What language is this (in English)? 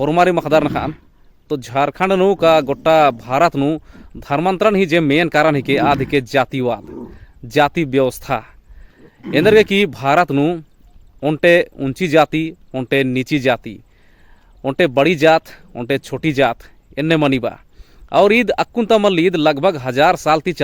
Kurukh